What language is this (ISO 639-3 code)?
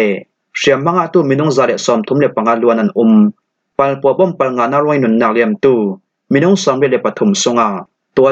cfm